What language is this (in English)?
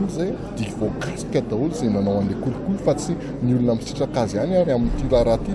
Malagasy